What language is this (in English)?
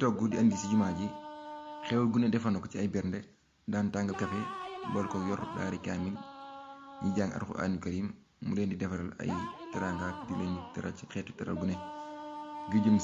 Wolof